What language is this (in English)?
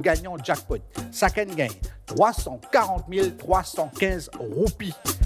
Morisyen